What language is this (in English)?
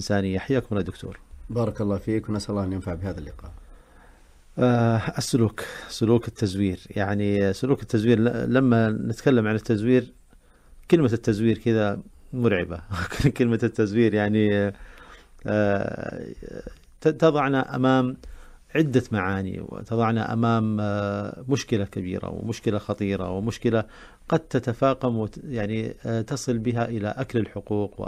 Arabic